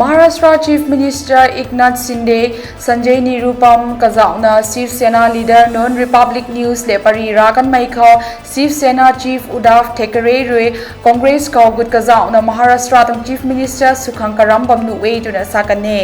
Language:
Rongmei Naga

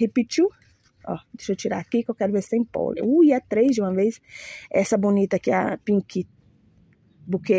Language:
Portuguese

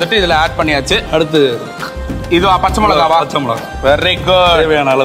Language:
Tamil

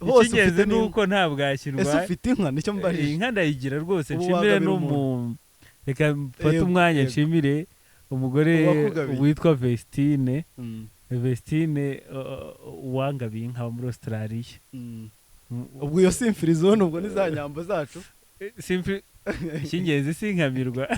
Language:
Kinyarwanda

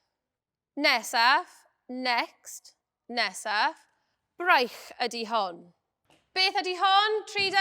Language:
Welsh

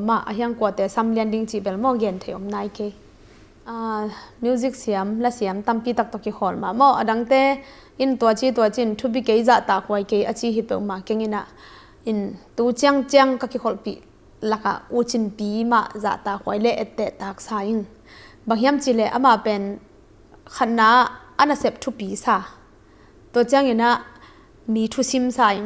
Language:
Tedim Chin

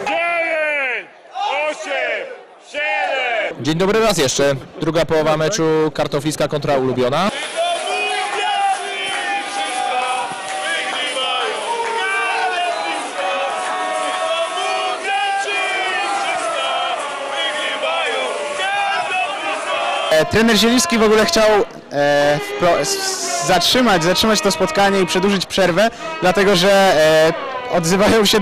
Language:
Polish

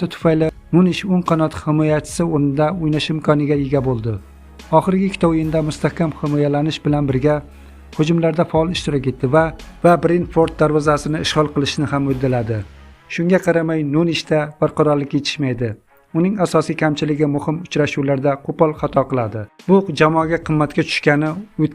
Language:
Uzbek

